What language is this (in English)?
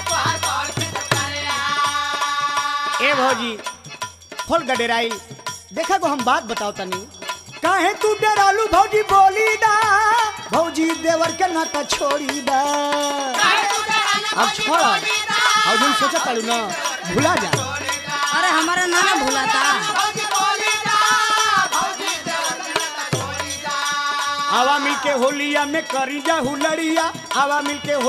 Bhojpuri